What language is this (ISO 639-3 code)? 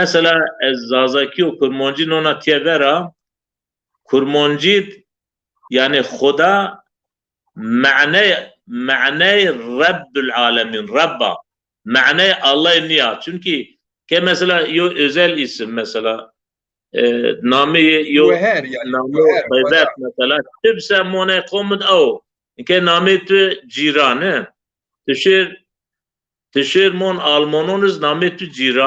zza